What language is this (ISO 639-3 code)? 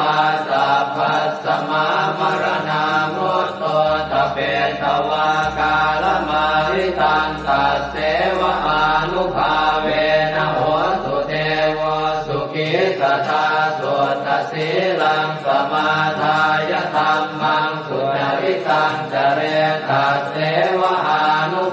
pli